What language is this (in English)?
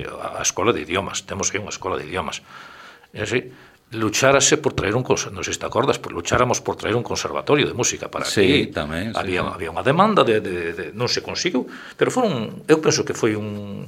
Galician